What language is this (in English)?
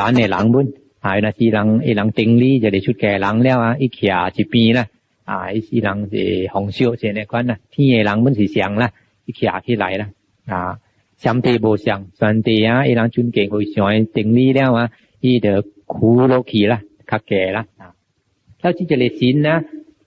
Min Nan Chinese